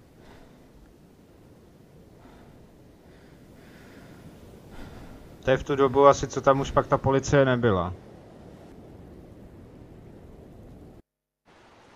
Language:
Czech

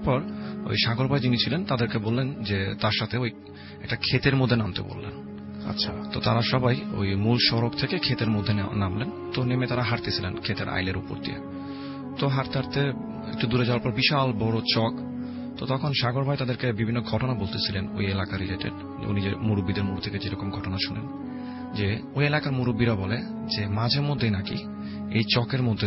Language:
Bangla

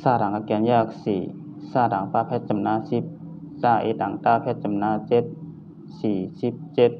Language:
Shan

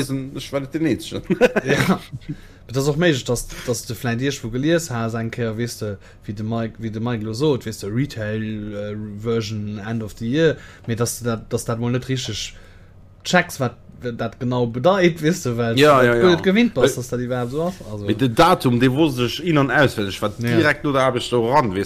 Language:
Luxembourgish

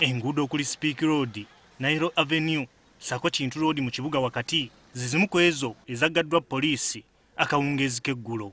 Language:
Ganda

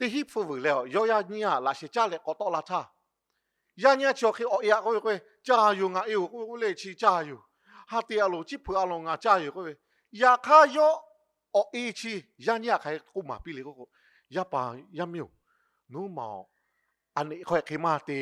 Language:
Lahu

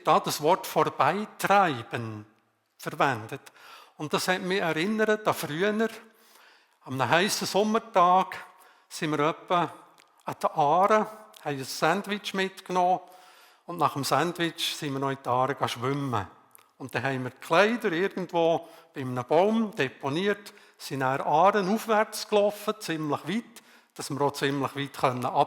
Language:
Swiss German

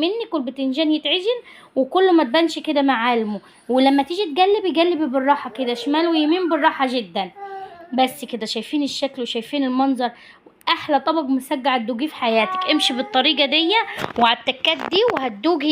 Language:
Egyptian Arabic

